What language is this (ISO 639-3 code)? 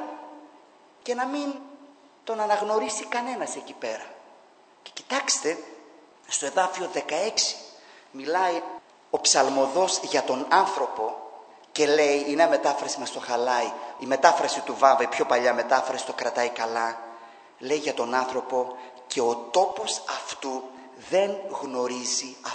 ell